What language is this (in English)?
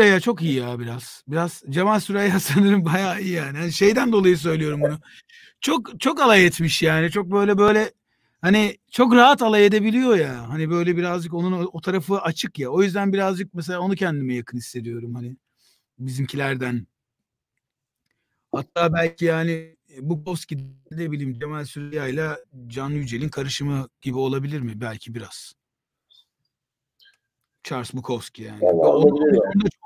Turkish